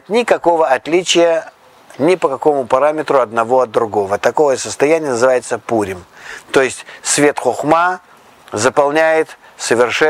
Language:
Russian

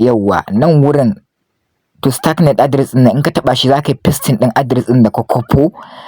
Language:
Hausa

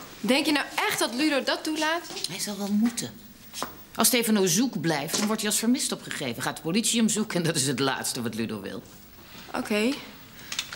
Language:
Dutch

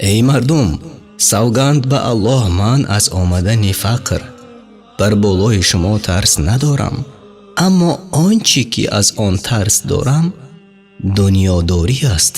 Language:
Tajik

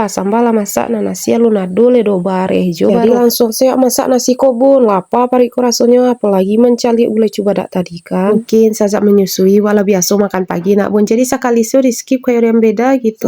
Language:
Minangkabau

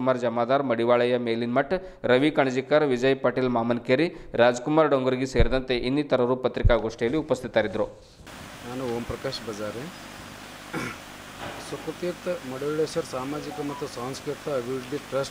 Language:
Kannada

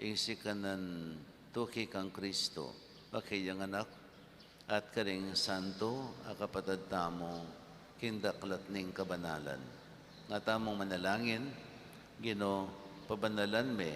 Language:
Pampanga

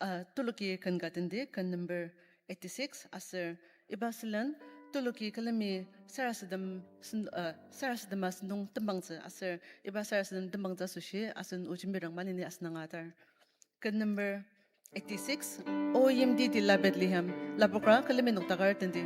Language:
Ao Naga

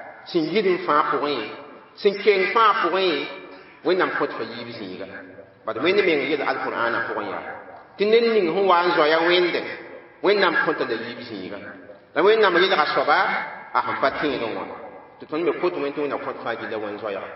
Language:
Mossi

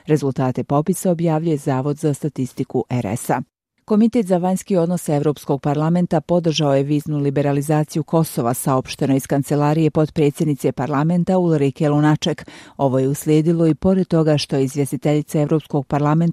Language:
Bosnian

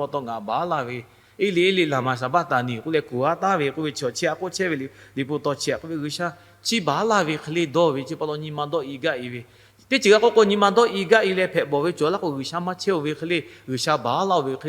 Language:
Lahu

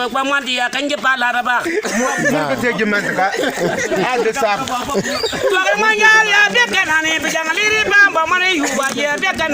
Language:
Bimoba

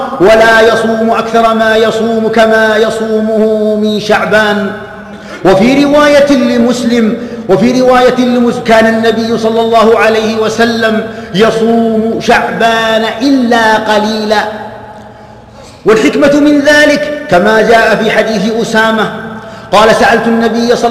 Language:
Arabic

